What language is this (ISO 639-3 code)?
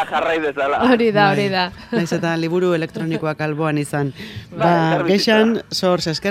eus